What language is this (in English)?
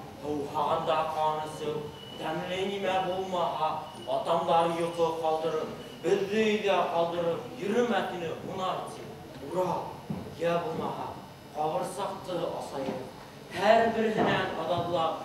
Bashkir